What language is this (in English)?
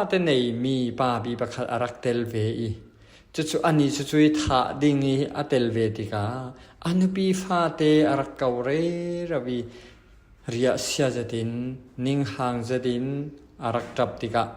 Falam Chin